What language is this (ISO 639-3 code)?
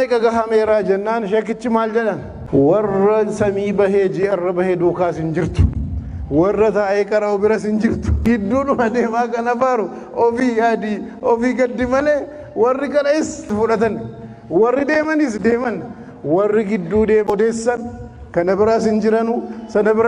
orm